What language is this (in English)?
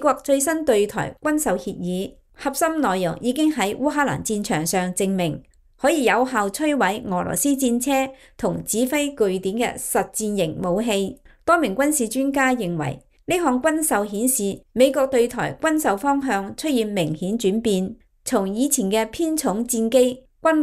Cantonese